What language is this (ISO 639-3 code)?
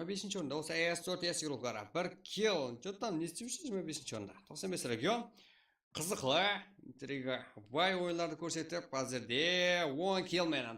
kaa